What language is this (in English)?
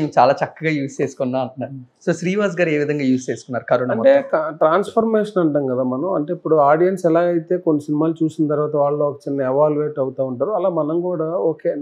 Telugu